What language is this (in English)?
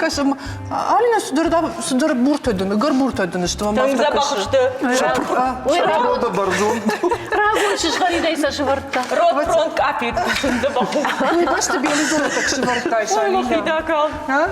Ossetic